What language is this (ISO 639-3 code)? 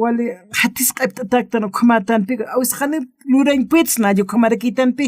aym